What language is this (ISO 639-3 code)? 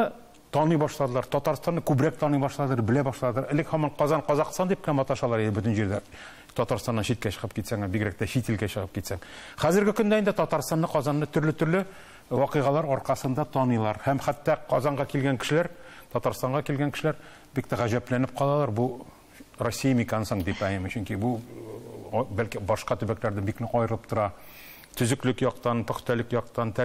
tat